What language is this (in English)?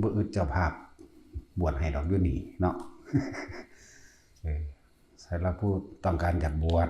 Lao